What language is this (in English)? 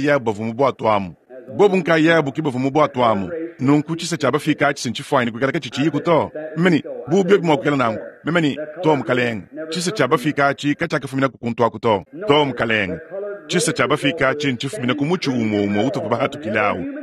Luba-Lulua